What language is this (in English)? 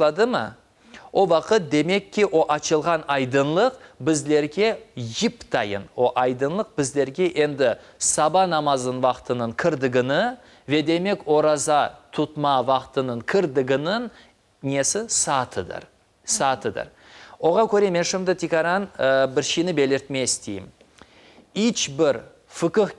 Crimean Tatar